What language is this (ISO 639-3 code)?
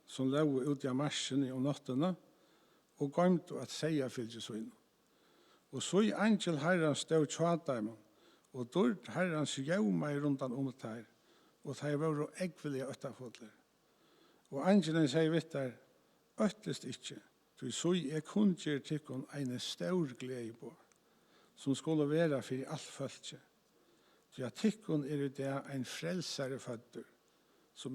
fao